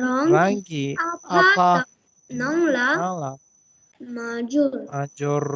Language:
Tibetan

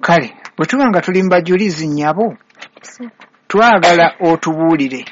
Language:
Ganda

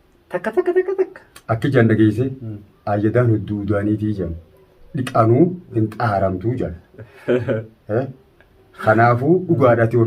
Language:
Oromo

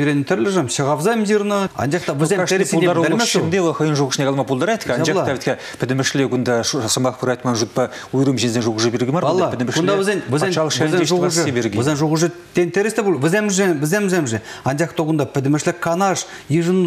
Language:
Chuvash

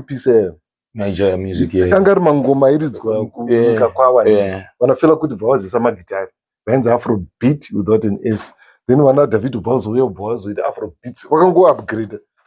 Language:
Shona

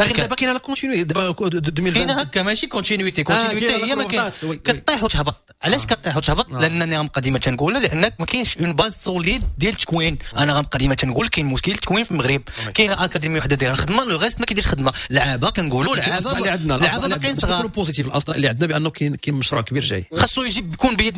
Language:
Moroccan Arabic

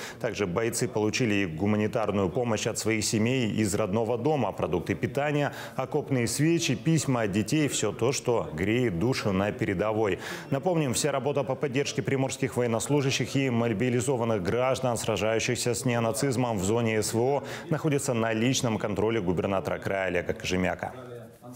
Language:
Russian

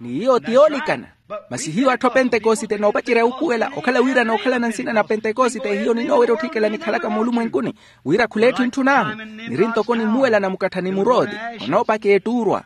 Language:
Makhuwa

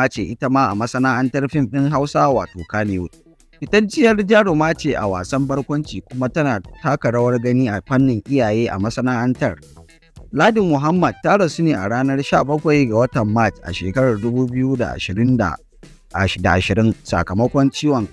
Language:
Hausa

